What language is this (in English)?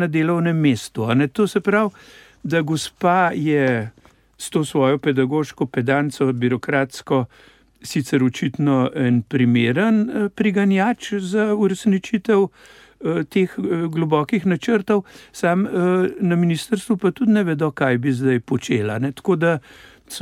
Slovenian